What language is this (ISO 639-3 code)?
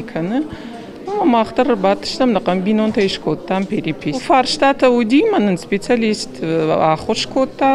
oss